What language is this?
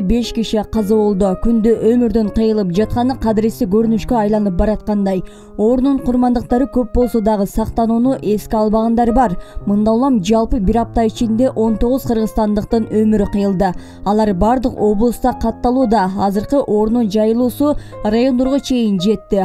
Kyrgyz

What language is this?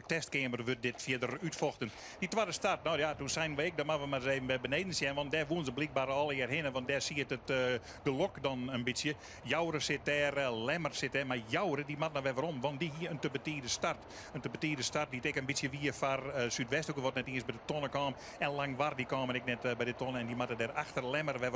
Western Frisian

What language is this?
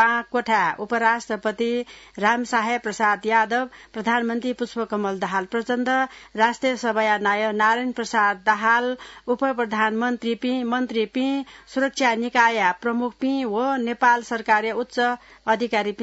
Newari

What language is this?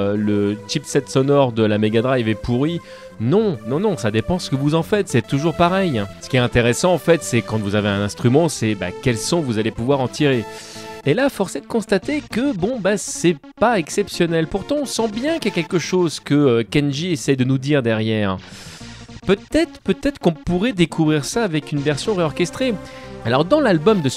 French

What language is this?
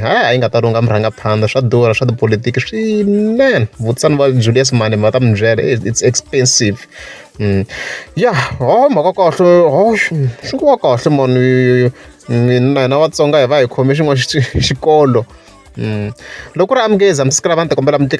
Tsonga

